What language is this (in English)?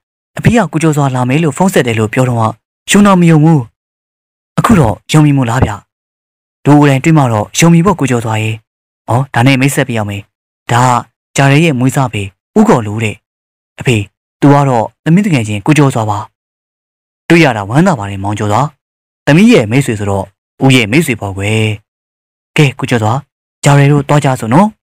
Burmese